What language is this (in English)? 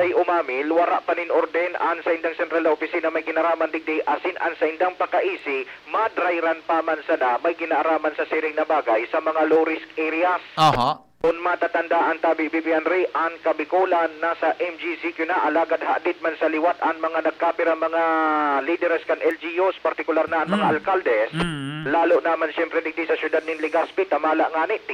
Bikol